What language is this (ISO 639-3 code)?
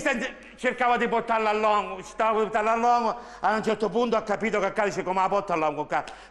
scn